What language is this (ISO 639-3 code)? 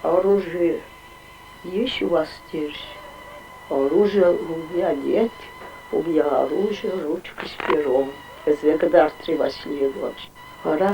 chv